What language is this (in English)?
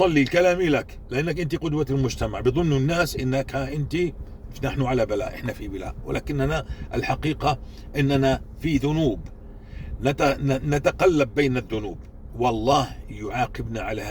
North Levantine Arabic